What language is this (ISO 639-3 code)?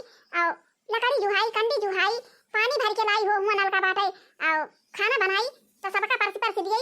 awa